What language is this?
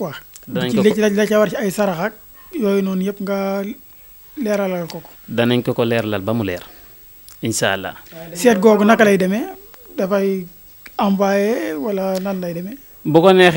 Wolof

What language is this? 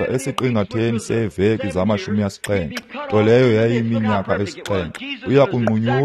Xhosa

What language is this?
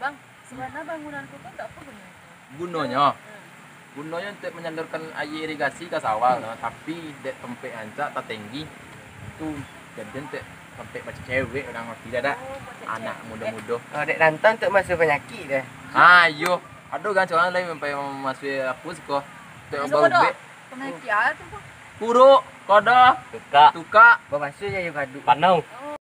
Minangkabau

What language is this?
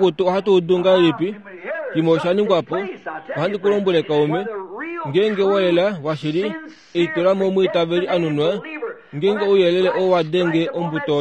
Kuanyama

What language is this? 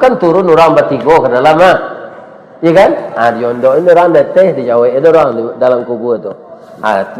Minangkabau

